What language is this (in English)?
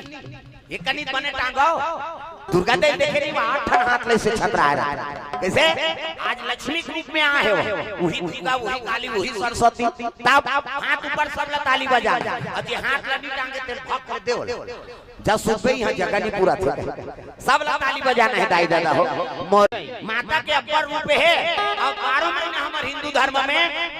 Chhattisgarhi